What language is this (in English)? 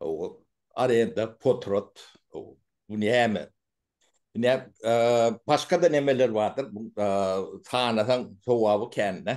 Turkmen